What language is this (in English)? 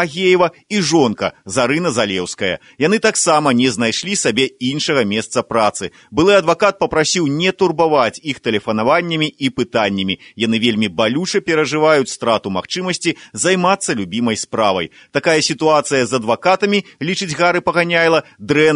Belarusian